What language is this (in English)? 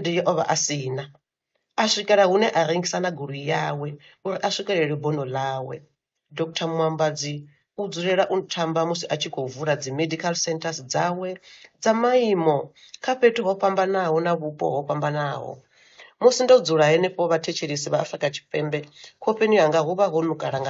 Venda